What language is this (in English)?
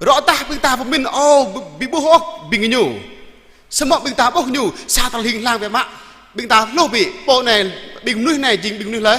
Jarai